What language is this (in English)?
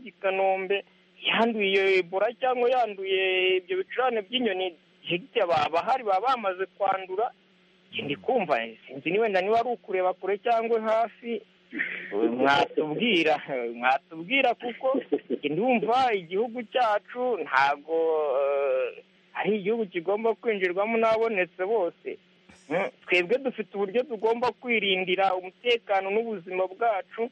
Kinyarwanda